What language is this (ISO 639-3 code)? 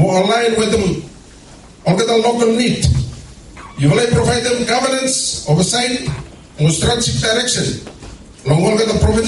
bis